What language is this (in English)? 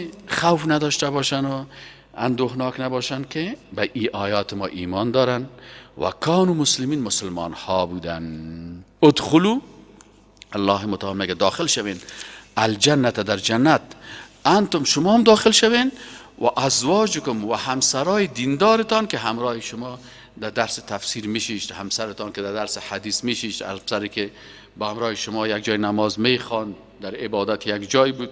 Persian